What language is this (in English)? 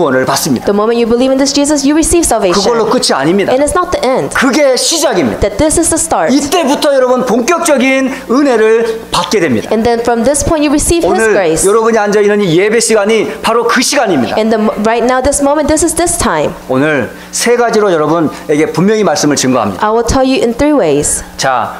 Korean